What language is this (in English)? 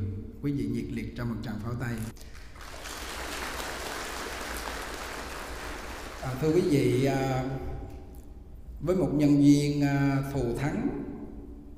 Vietnamese